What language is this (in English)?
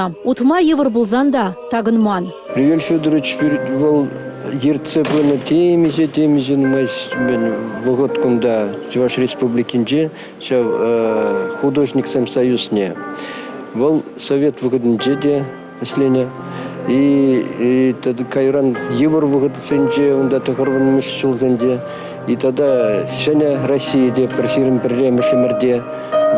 Chuvash